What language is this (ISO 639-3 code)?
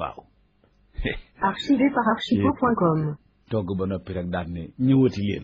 wol